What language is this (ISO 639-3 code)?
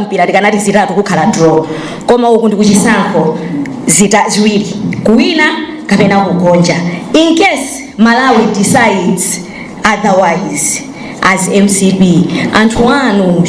nya